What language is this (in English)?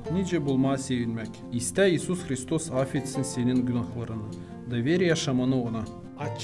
Gagauz